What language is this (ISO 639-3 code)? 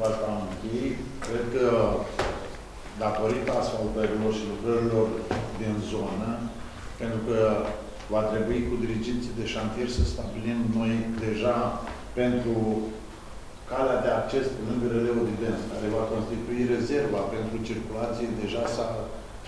ron